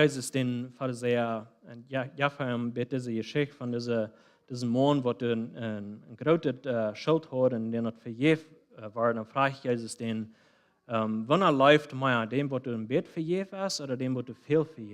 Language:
Plautdietsch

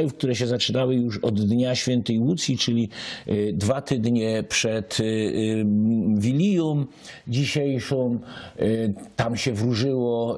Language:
Silesian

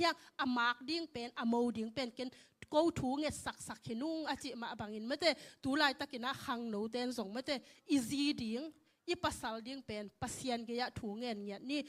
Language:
Tedim Chin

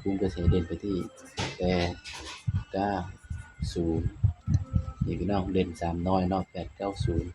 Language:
Northeastern Thai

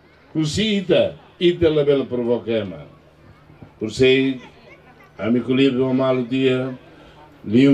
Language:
Tetum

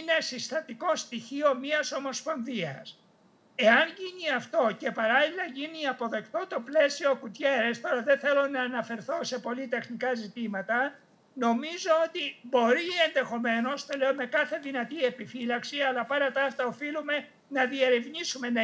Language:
Greek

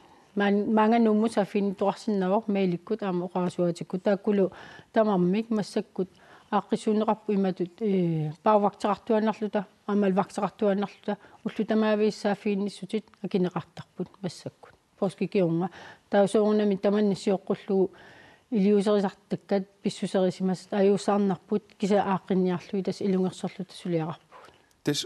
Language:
Kalaallisut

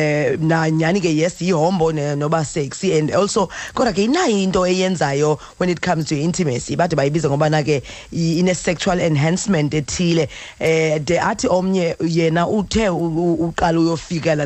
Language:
Xhosa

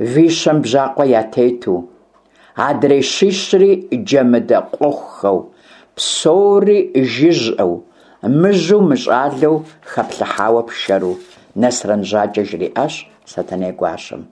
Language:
Kabardian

